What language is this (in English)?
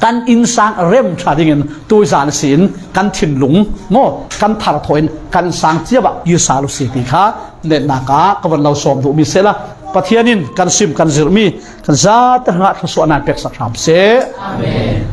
Falam Chin